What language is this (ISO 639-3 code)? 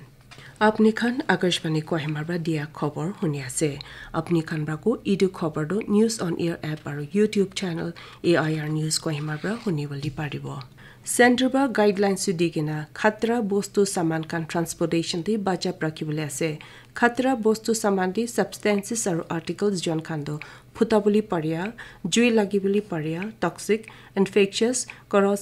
nag